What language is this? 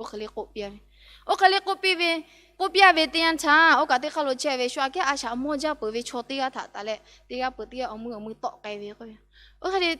Lahu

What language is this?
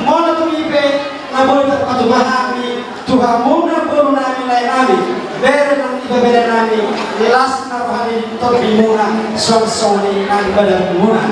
Batak Toba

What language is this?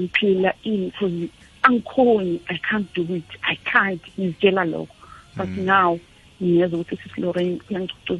South Ndebele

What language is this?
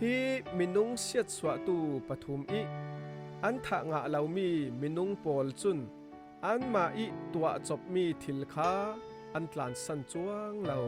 Falam Chin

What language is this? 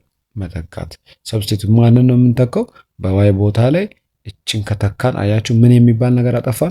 Amharic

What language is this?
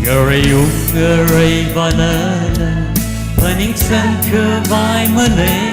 Tangkhul Naga (India)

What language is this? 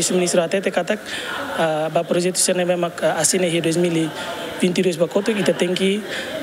Tetum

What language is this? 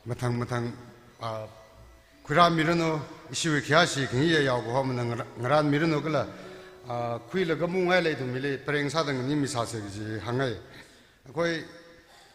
Tangkhul Naga (India)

